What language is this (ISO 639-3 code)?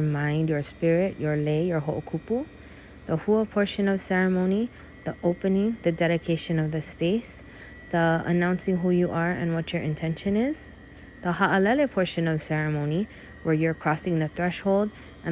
haw